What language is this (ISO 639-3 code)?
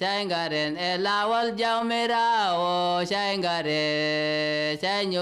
fuv